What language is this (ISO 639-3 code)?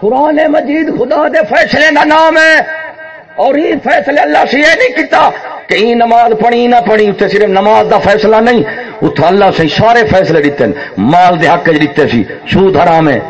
skr